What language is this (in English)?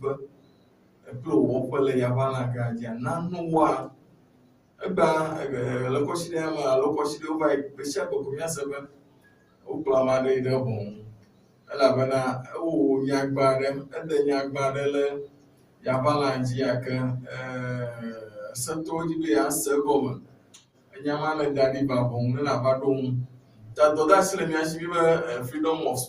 Ewe